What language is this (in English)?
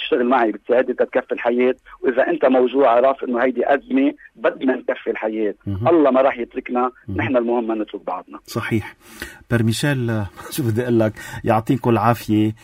North Levantine Arabic